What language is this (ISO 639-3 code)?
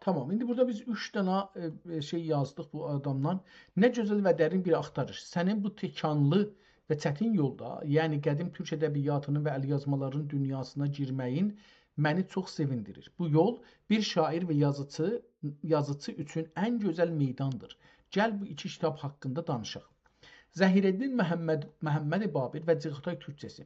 azb